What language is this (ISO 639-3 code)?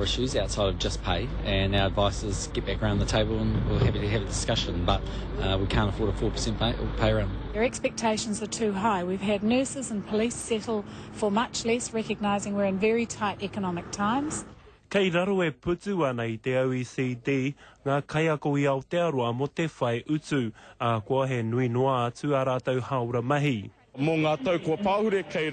mri